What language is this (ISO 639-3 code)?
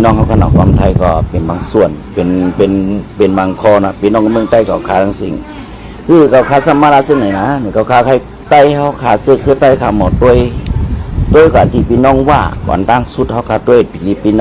shn